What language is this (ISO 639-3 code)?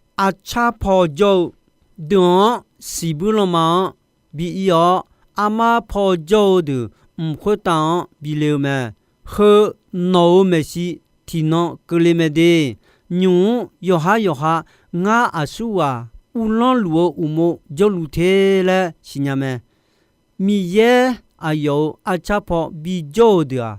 ahk